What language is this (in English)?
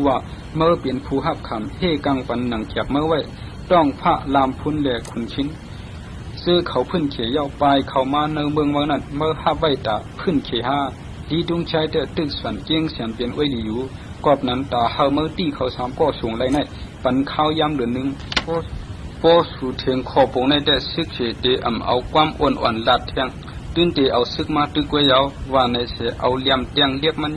Shan